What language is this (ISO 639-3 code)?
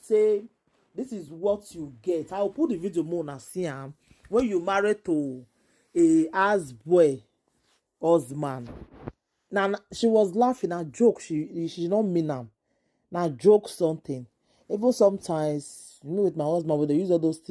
pcm